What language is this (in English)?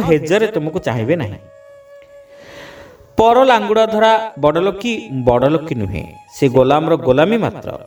Odia